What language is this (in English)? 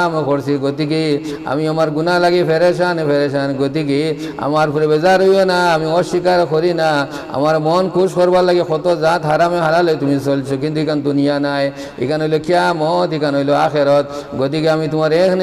Sylheti